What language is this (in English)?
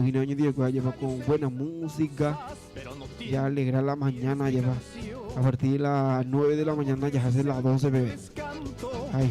Guarani